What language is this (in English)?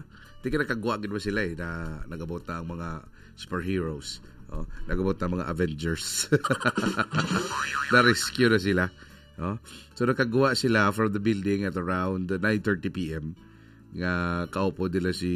Hiligaynon